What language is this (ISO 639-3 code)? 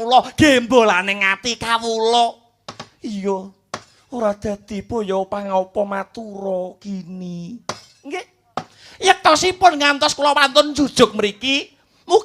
jav